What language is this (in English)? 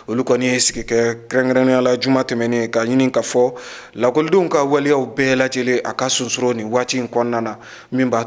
Bambara